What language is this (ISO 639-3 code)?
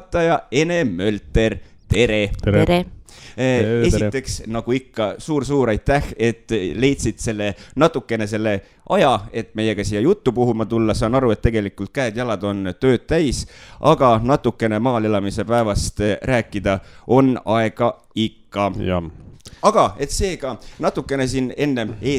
est